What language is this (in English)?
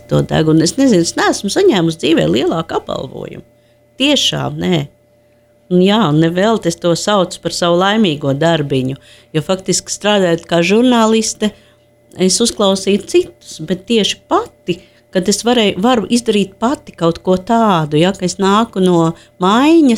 Latvian